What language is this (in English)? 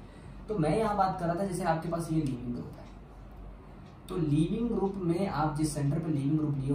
Hindi